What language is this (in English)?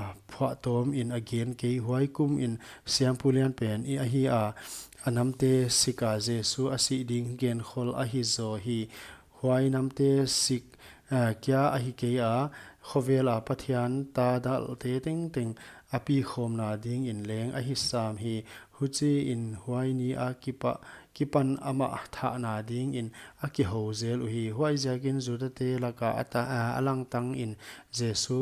Paite Chin